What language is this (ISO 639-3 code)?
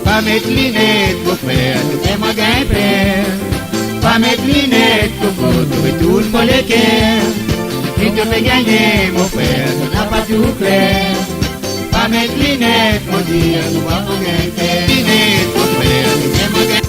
mfe